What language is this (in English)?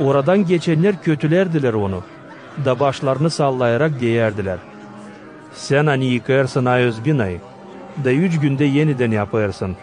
Gagauz